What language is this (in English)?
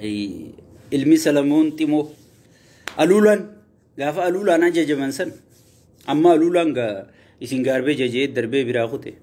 Oromo